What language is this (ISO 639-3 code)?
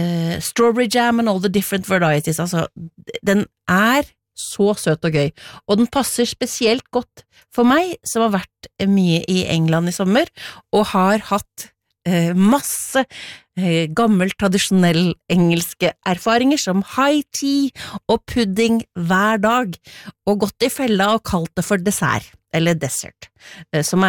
nor